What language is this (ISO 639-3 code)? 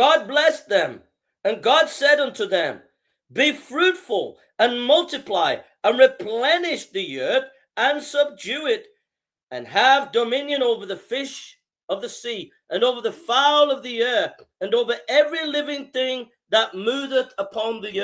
eng